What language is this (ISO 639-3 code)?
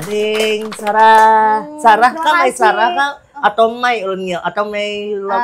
bjn